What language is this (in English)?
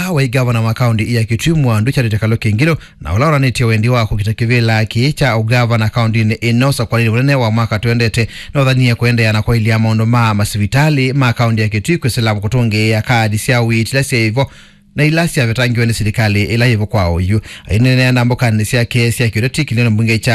Kamba